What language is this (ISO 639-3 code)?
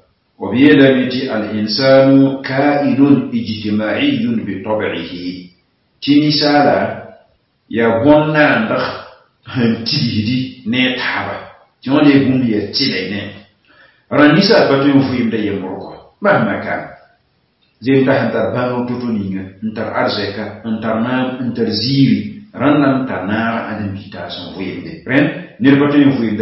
mos